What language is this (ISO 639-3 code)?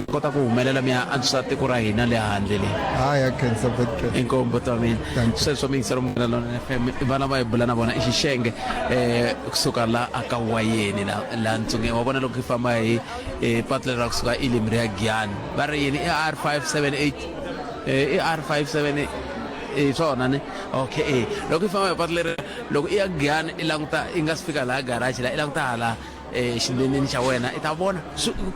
tso